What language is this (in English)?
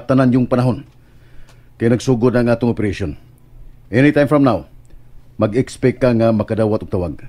Cebuano